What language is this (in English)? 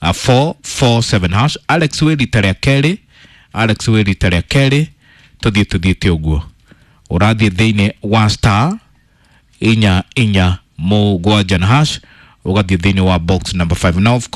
Kikuyu